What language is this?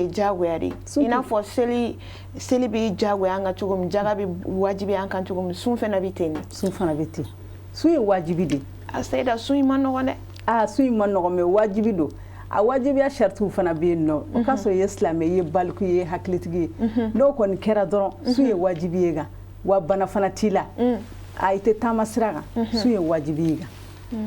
Bambara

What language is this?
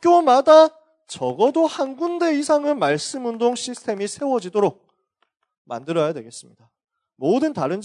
Korean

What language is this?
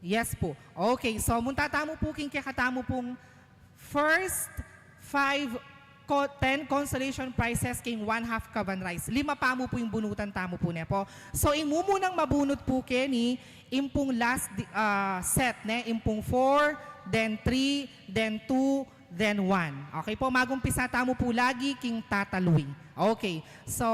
Pampanga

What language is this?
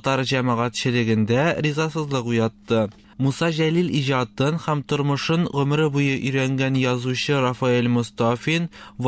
Tatar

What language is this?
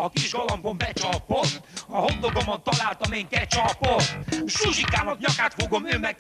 Hungarian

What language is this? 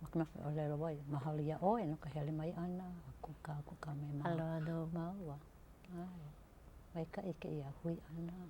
Hawaiian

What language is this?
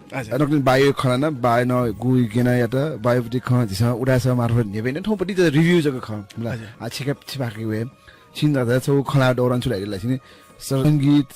Newari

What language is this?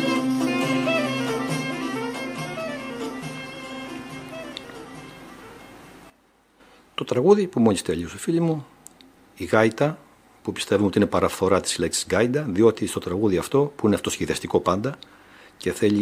Greek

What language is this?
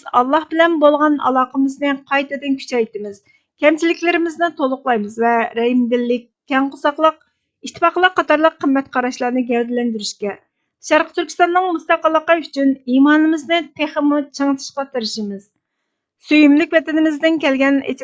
Uyghur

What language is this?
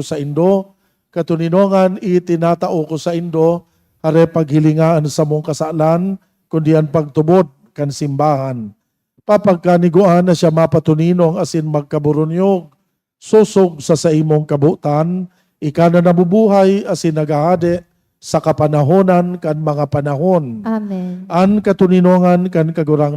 Bikol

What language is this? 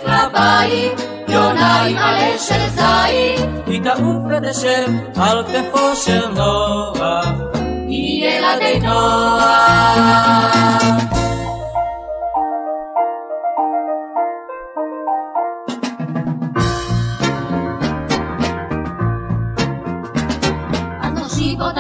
Hebrew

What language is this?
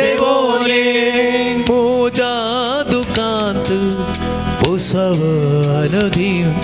Konkani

